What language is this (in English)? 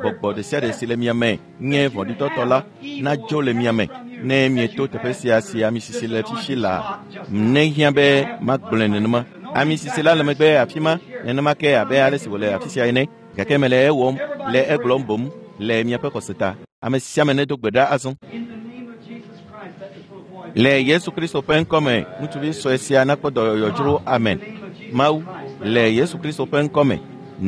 Ewe